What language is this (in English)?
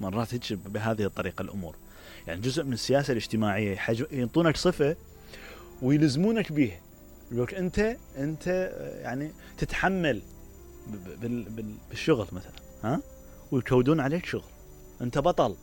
Mesopotamian Arabic